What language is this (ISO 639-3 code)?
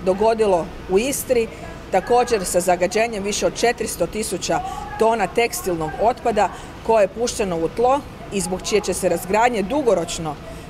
hrv